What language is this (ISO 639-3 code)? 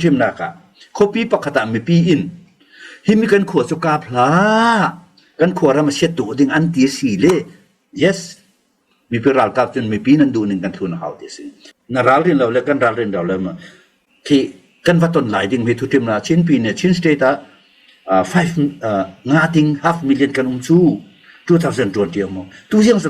cnh